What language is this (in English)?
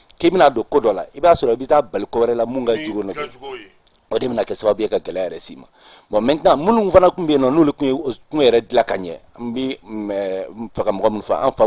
Bambara